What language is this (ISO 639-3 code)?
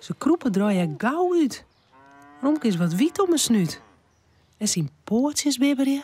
fry